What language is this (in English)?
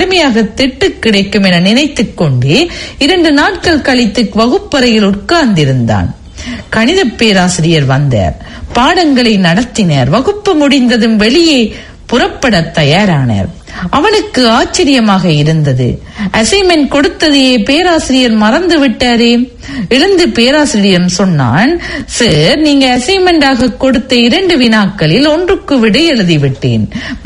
Tamil